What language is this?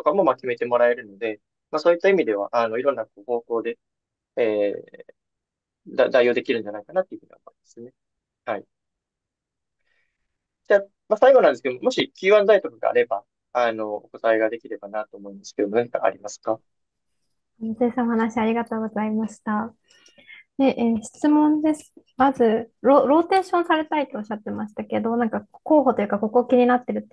Japanese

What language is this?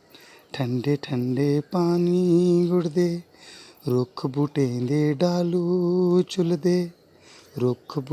Dogri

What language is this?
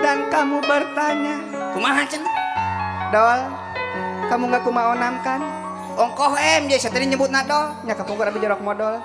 Sundanese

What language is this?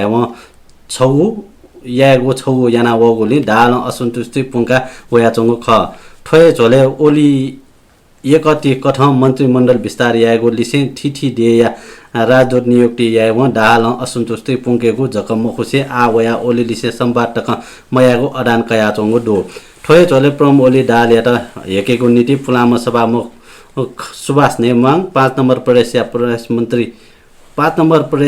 Newari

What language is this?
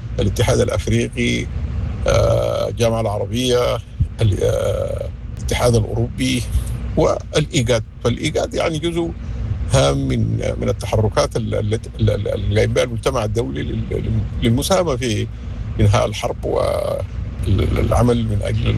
Sudanese Arabic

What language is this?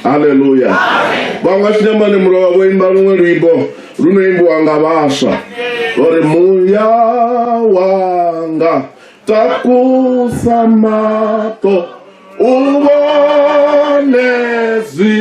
Venda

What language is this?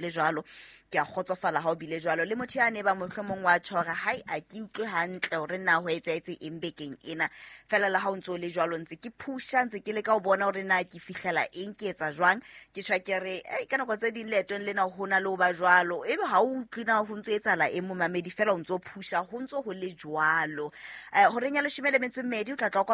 Southern Sotho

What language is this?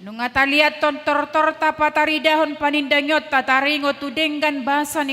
Batak Toba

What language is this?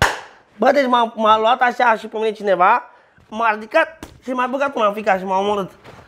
Romanian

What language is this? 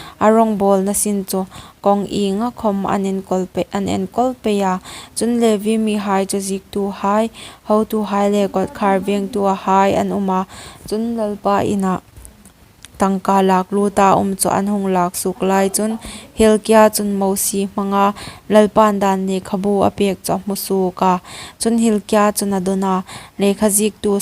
Hmar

